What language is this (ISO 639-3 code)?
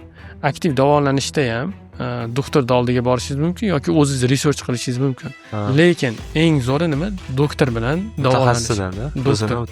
uzb